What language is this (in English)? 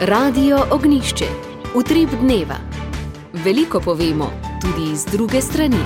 Slovenian